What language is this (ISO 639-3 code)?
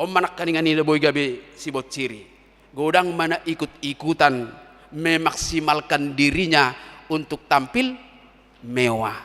bbc